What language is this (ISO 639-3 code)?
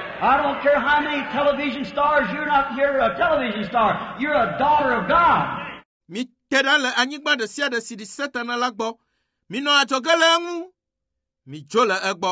ewe